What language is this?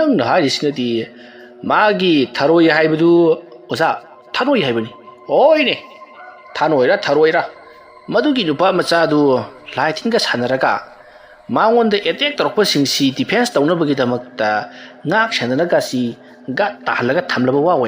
Manipuri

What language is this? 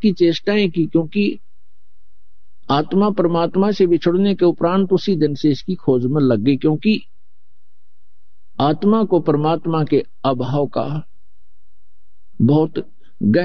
Hindi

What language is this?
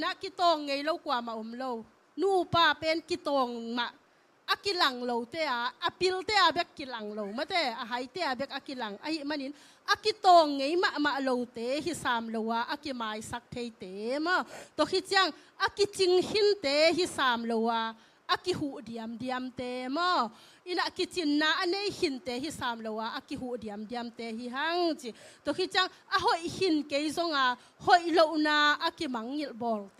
Tedim Chin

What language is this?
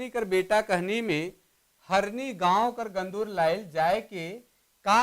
Sadri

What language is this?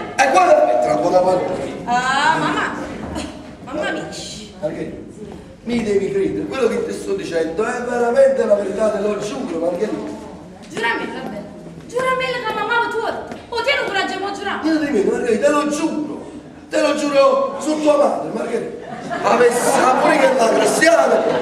Neapolitan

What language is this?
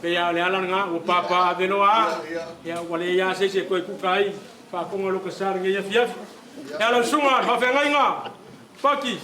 Samoan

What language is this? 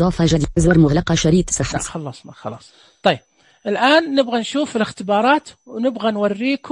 Najdi Arabic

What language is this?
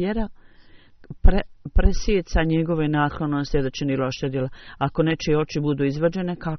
Bosnian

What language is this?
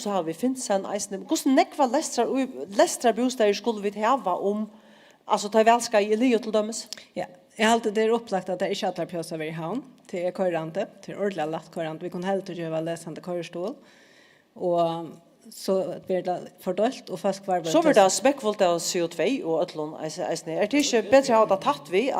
Faroese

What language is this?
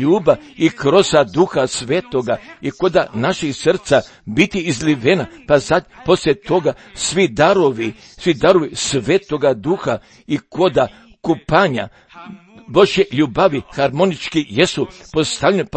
Croatian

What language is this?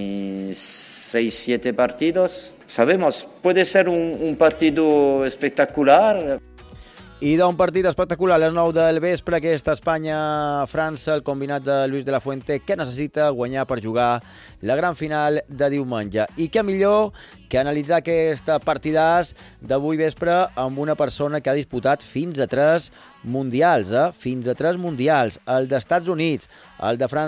Catalan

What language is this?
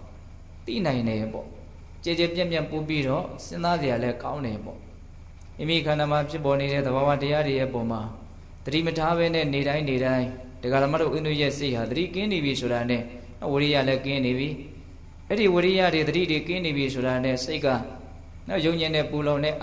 Burmese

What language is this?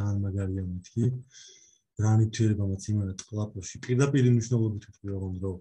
Georgian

